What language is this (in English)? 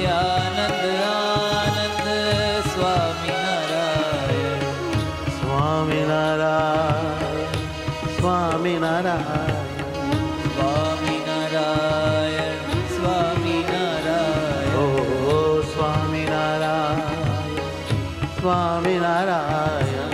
Gujarati